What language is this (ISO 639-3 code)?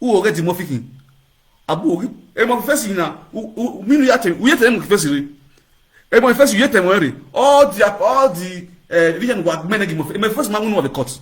pcm